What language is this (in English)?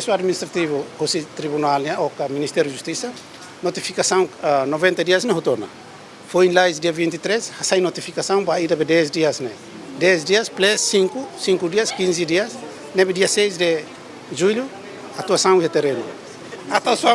Tetum